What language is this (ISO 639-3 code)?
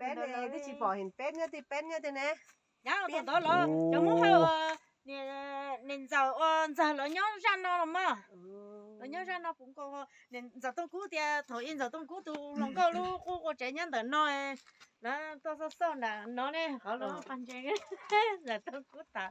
hmn